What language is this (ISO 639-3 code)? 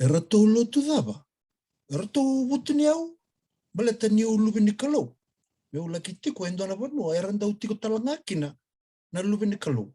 fij